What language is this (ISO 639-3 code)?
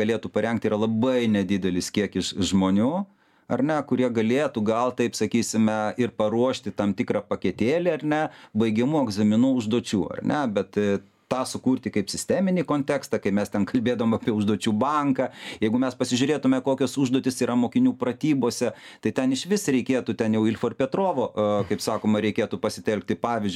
lit